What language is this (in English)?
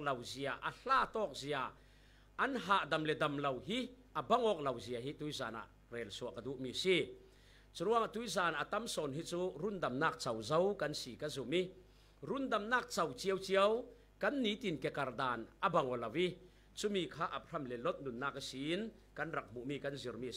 Falam Chin